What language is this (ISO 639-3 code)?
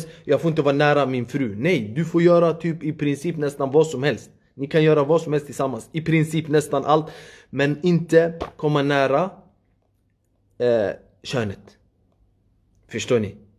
swe